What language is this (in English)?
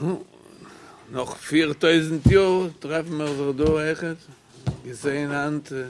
Yiddish